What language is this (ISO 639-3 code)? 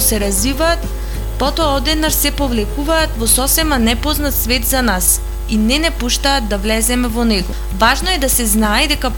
mkd